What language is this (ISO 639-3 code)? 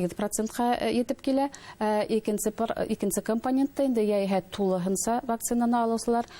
bak